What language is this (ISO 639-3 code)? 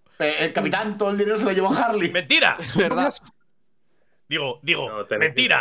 spa